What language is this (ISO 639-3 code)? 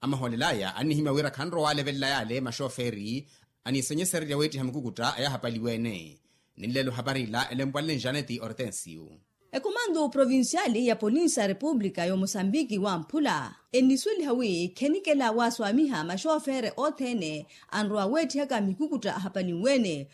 vmw